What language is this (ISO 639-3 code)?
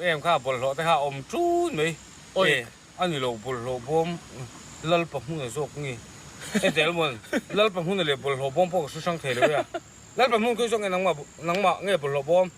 lus